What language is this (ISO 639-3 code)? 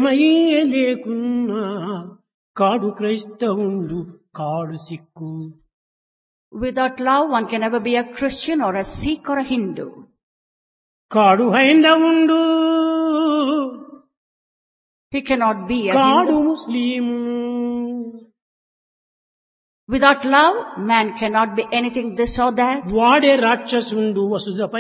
tel